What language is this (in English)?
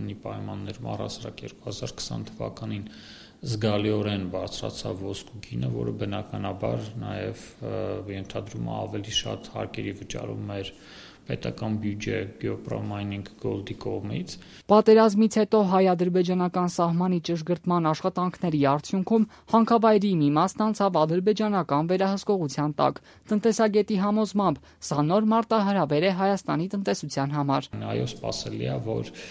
Armenian